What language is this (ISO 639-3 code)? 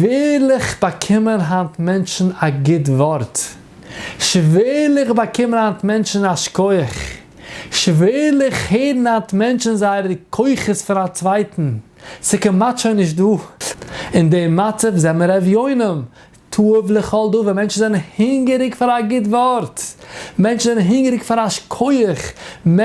yid